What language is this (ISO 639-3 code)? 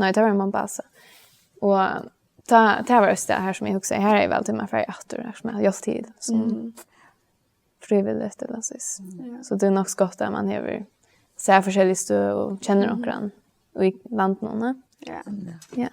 fao